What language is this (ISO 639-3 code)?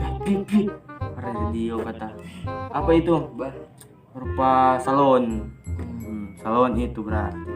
xmm